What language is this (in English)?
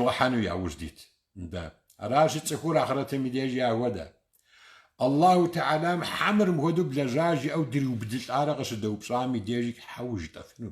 Kabardian